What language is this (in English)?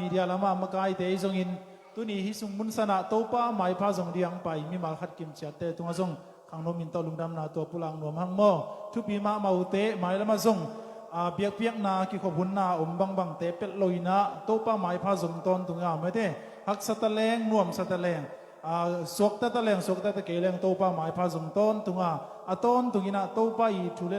Tedim Chin